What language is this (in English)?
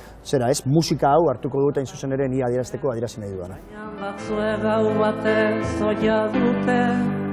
Basque